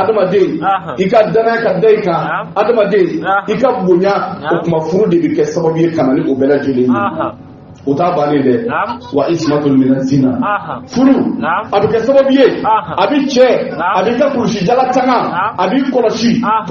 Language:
Bambara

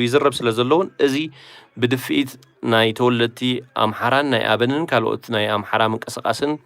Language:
Tigrinya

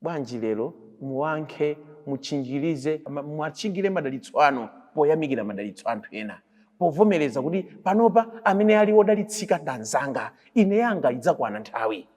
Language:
Nyanja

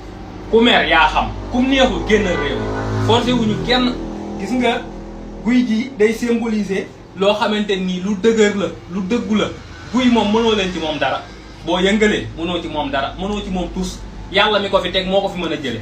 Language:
Wolof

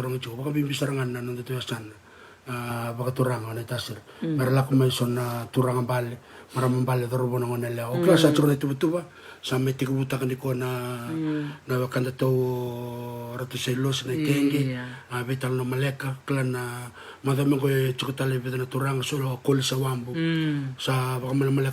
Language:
Fijian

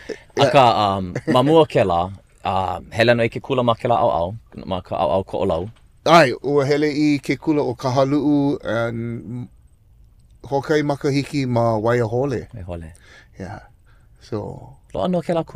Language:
Hawaiian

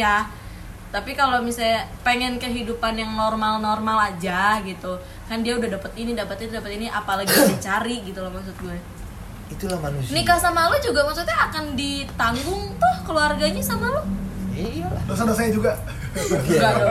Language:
Indonesian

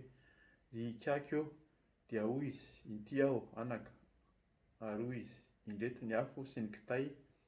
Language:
Malagasy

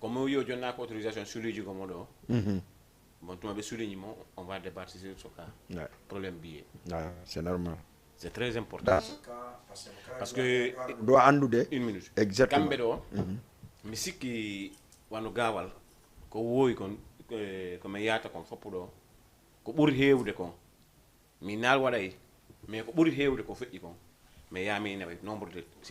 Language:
Fula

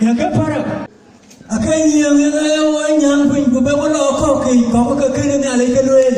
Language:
Dinka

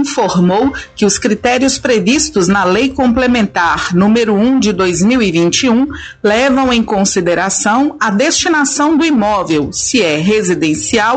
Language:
Portuguese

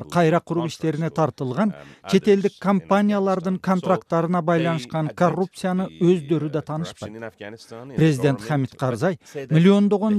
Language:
Kyrgyz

